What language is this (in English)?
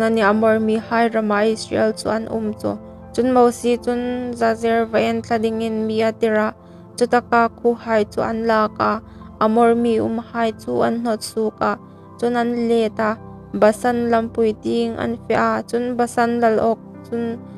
Hmar